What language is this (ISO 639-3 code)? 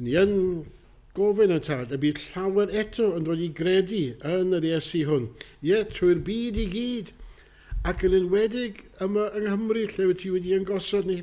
cym